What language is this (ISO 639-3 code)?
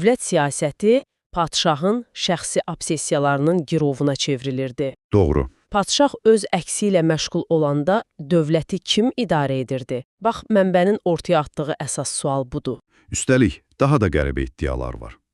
aze